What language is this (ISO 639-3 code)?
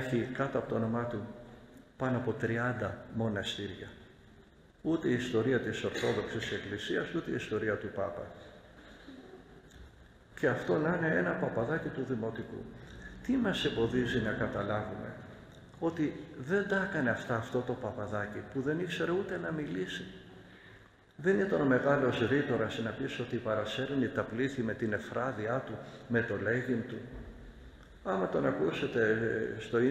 ell